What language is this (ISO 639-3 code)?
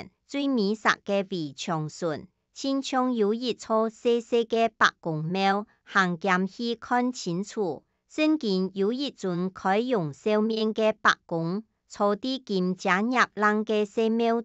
hak